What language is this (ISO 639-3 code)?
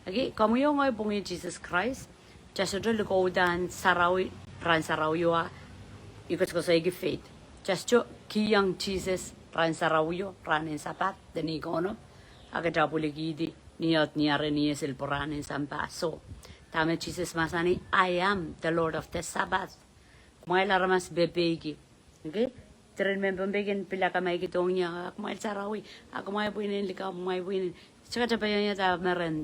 pon